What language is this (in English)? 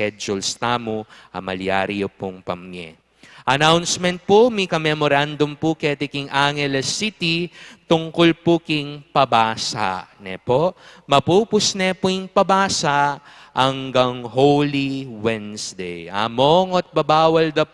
Pampanga